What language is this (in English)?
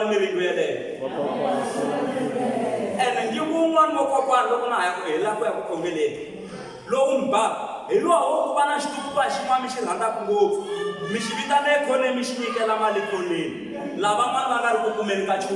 Tsonga